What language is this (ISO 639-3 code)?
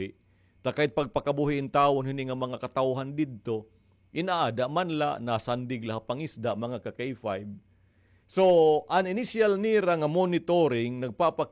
war